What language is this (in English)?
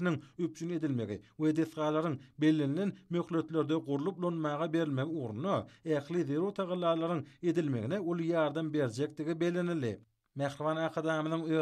Turkmen